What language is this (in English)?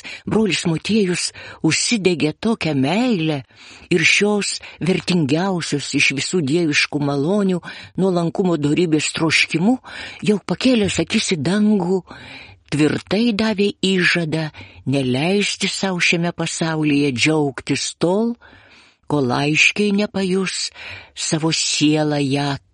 Lithuanian